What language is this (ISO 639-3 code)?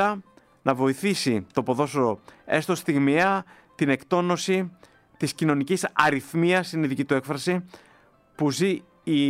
ell